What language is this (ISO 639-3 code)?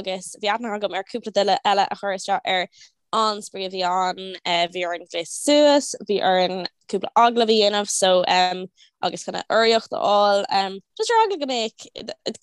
gle